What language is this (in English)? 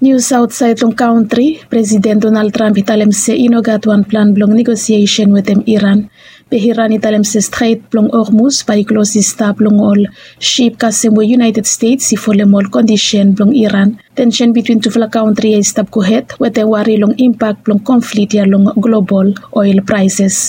Bislama